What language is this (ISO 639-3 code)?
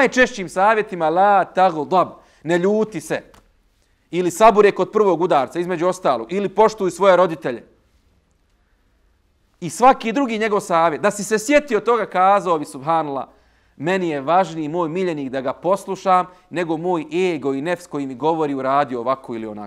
bos